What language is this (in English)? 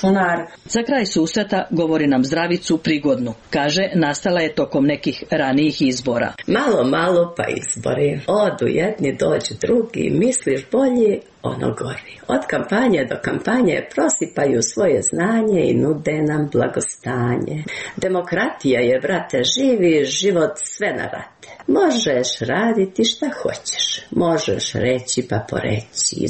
Serbian